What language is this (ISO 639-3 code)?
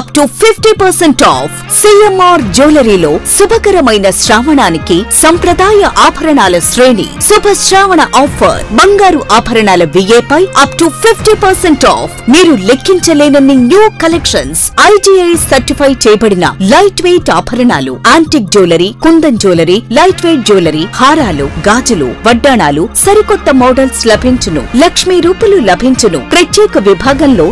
tel